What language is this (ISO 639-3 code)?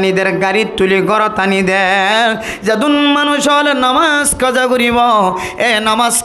rhg